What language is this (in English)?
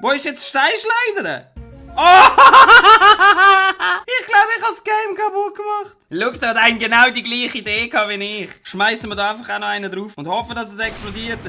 Swiss German